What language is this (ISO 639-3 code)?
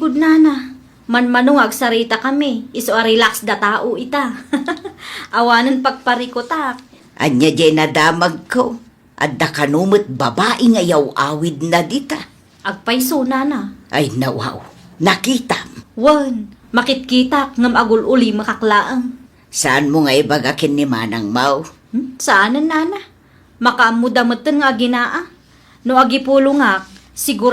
ilo